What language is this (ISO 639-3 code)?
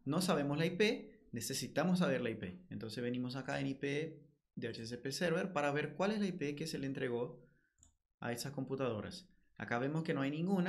spa